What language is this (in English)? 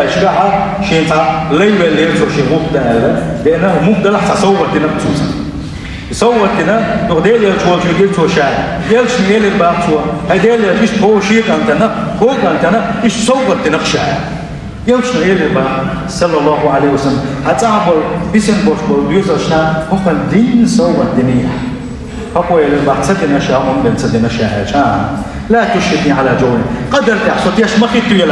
Chechen